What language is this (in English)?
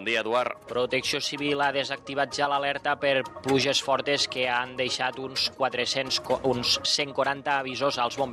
Catalan